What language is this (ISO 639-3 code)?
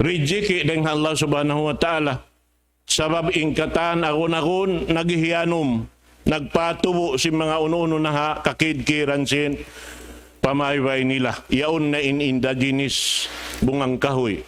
tsg